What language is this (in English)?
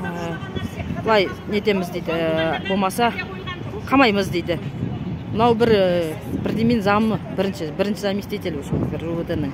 Kazakh